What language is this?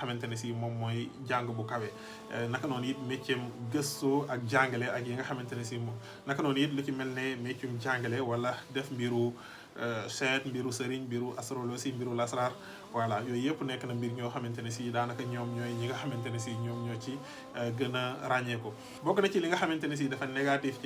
Wolof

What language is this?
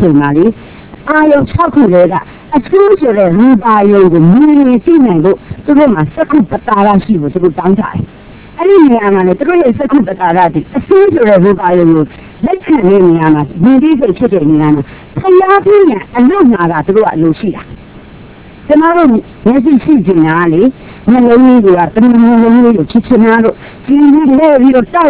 Burmese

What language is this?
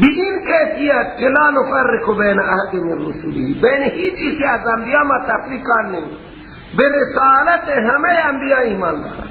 Persian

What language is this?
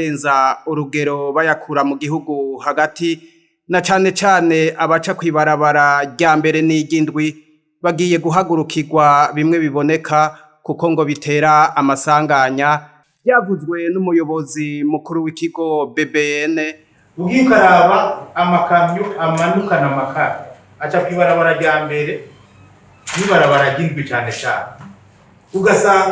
Rundi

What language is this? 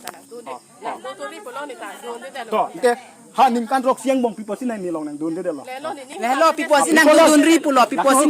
Karbi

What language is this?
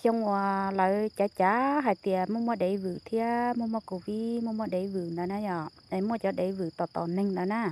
Hmong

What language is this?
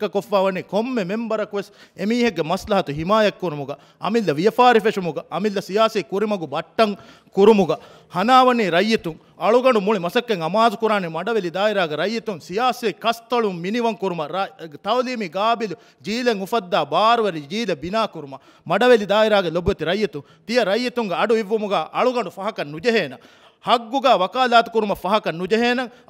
Divehi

